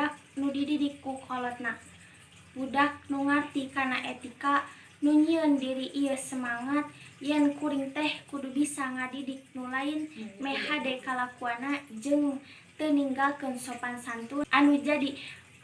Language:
Sundanese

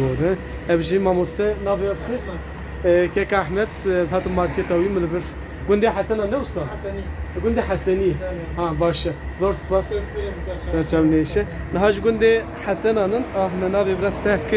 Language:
Kurdish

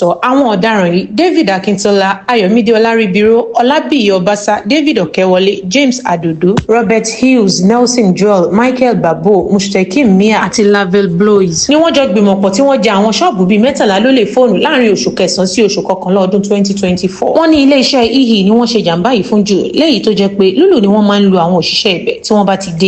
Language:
Yoruba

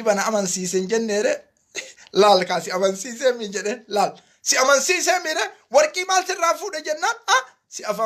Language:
Oromo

